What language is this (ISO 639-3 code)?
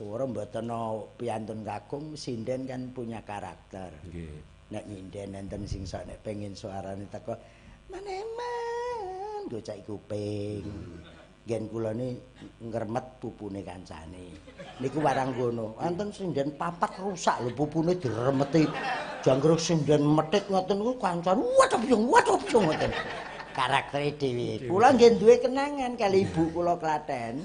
jav